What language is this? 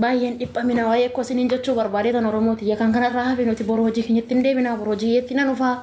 Oromo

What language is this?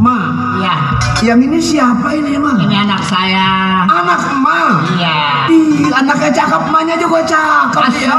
Betawi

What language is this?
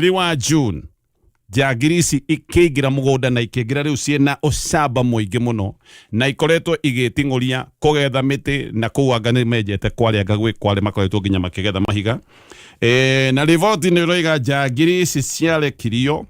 Kikuyu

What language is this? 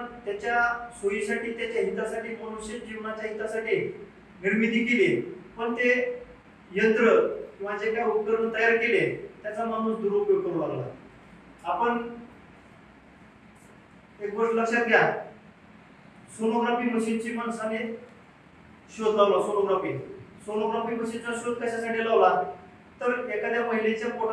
Marathi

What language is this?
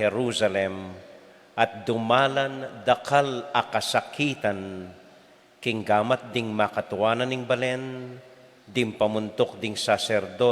Pampanga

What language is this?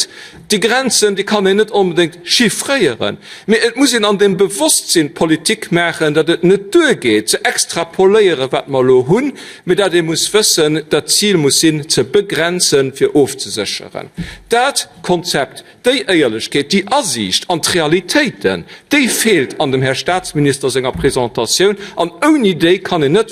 Luxembourgish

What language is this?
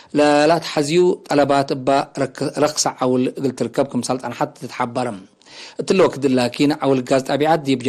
Tigre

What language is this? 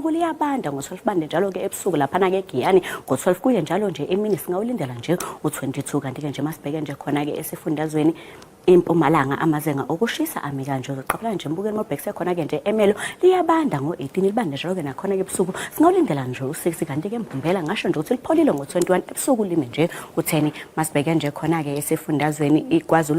Zulu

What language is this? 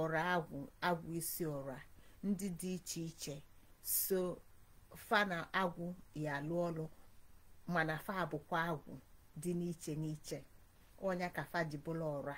Igbo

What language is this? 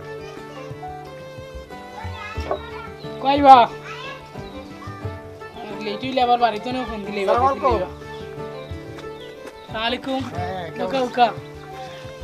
Bangla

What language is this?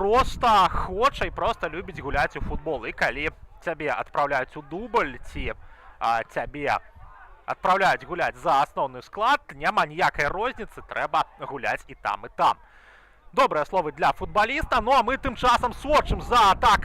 Belarusian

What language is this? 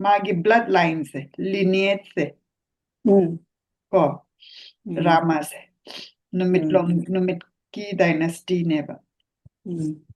Manipuri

